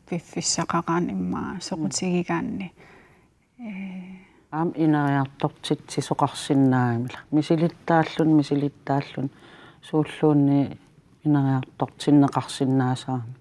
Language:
Kalaallisut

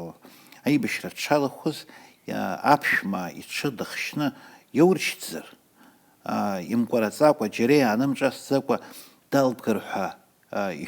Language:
Abkhazian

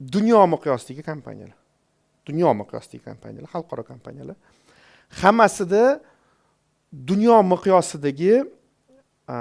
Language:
Uzbek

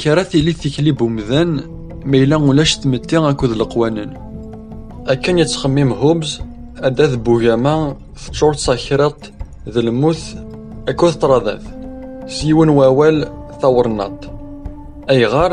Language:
Kabyle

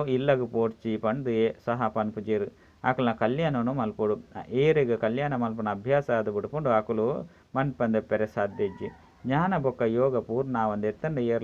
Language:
Tulu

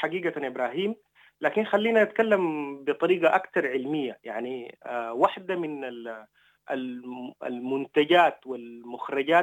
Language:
Sudanese Arabic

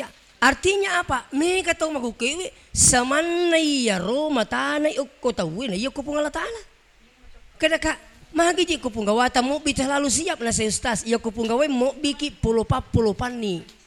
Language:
Buginese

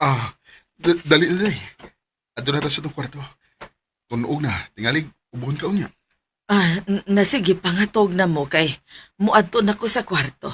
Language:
Cebuano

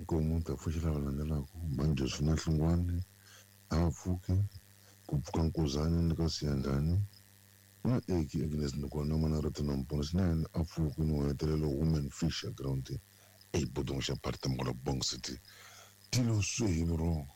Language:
Tsonga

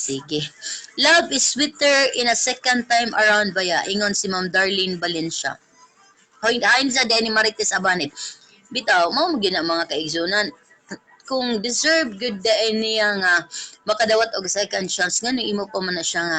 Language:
Cebuano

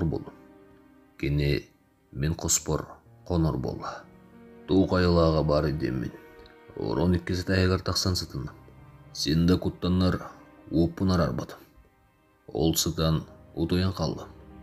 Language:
Yakut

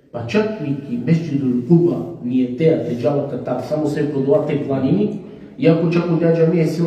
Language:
Balkan Romani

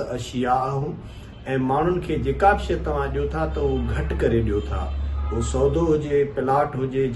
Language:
Sindhi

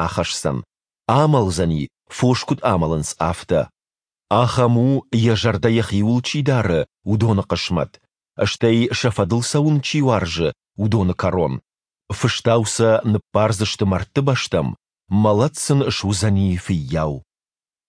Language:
Ossetic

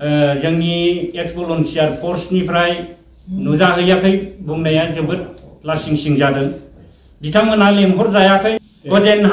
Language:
Bodo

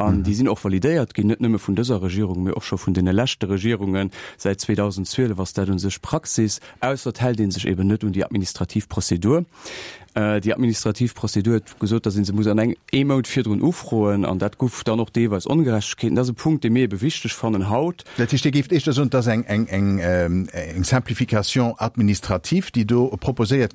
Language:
Luxembourgish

